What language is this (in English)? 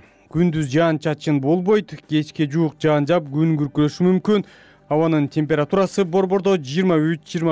Kyrgyz